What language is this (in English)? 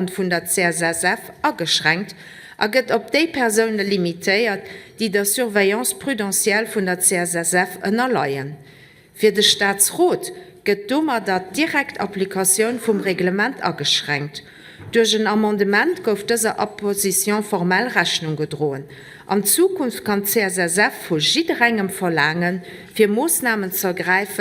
Luxembourgish